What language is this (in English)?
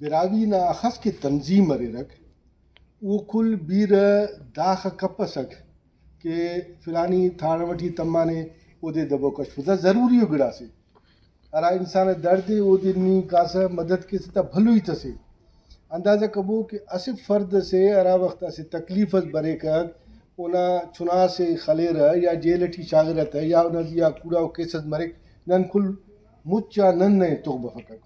Brahui